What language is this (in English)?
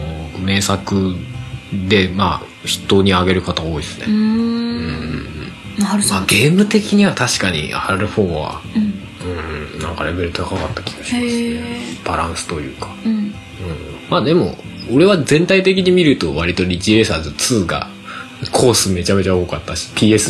Japanese